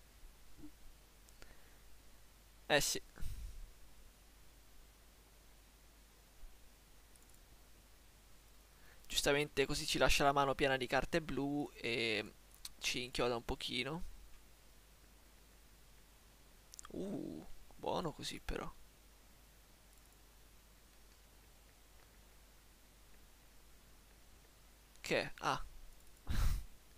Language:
Italian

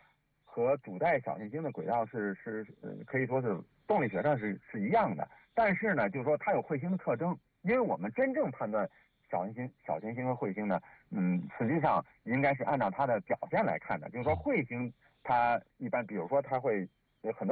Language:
Chinese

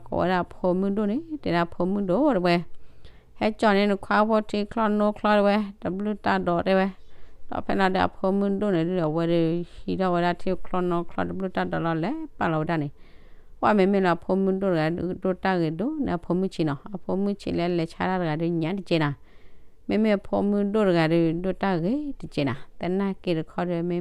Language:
S'gaw Karen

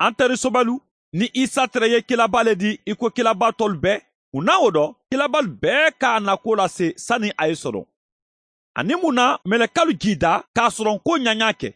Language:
Mandingo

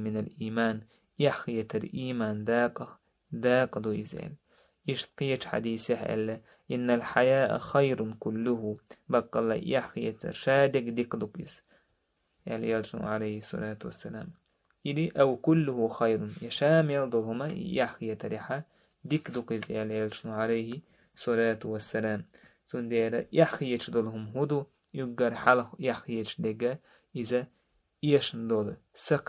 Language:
Chechen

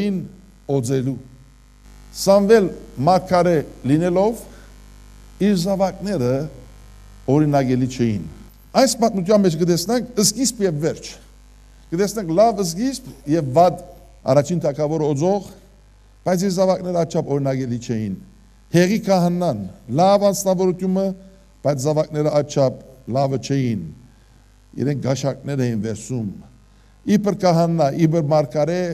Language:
Western Armenian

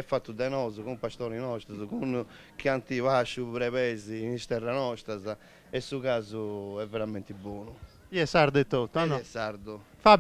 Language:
Sardinian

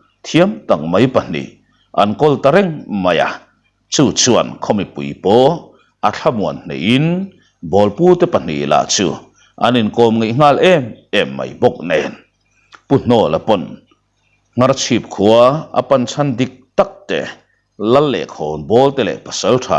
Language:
Mizo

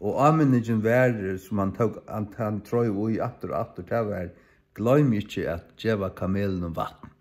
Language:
Faroese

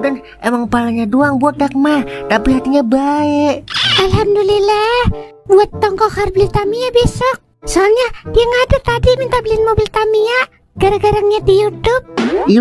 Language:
Betawi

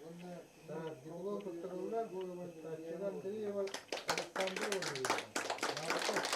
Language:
Yakut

